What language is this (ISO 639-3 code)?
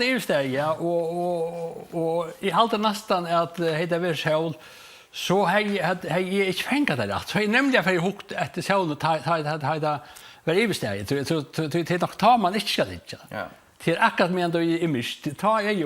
fao